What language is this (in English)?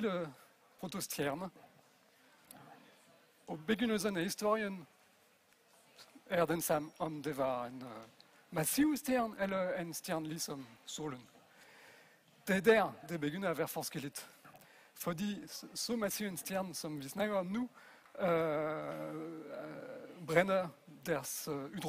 Danish